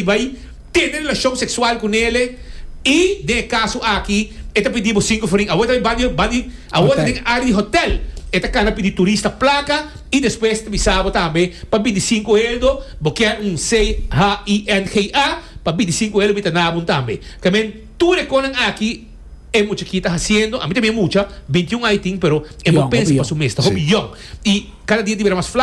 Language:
Papiamento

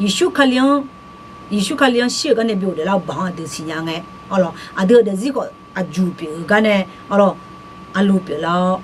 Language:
Akha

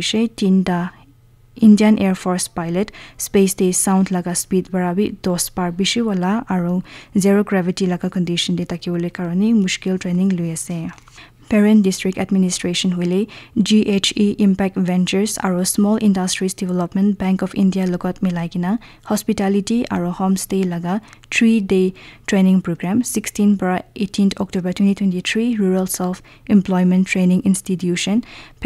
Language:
Naga Pidgin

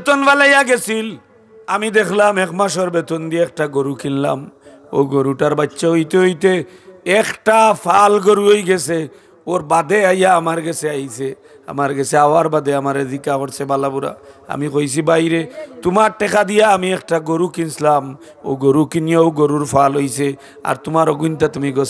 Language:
Sylheti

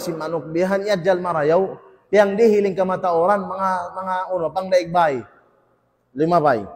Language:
Tausug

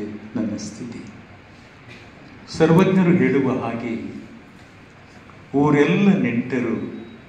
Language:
Kannada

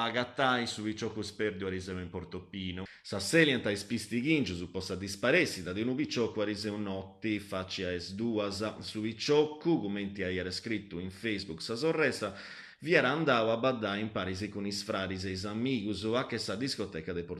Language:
Sardinian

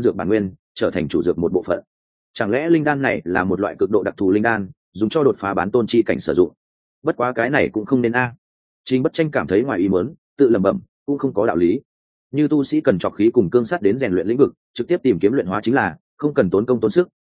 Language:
Vietnamese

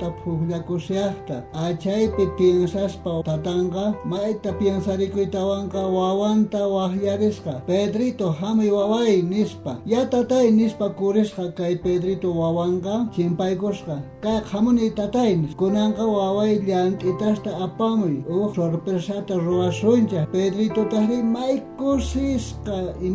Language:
South Bolivian Quechua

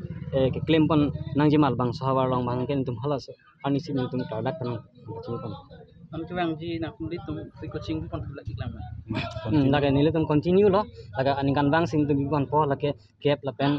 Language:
Karbi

